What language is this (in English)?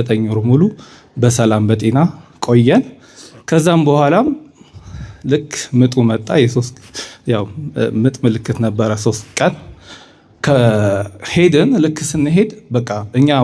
Amharic